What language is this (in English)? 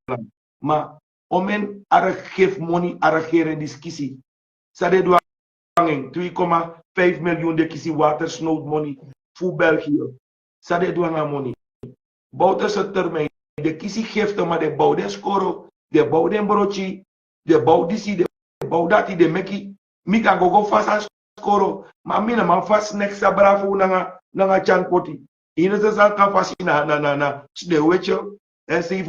Sranan Tongo